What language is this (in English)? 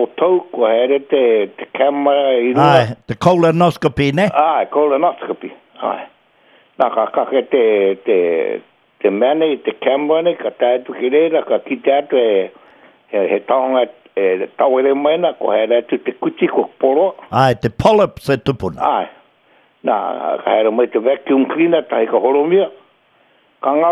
Māori